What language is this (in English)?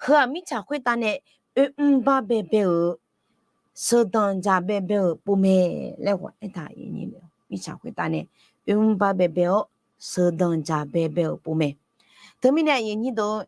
Akha